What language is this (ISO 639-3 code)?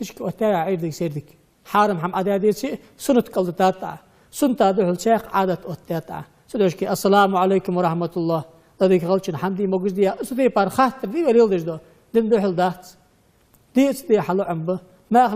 inh